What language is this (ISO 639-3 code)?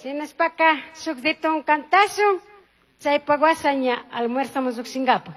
qug